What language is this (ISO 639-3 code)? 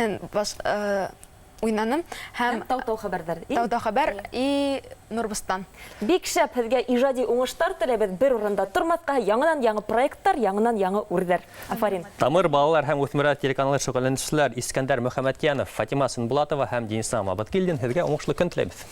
bak